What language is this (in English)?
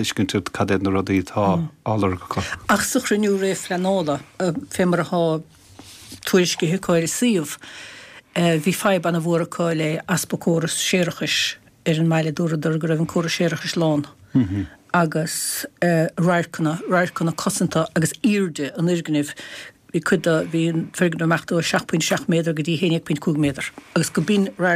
Irish